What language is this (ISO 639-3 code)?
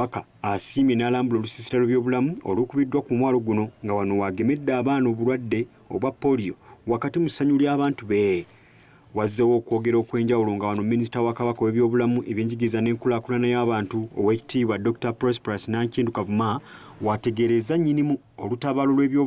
lug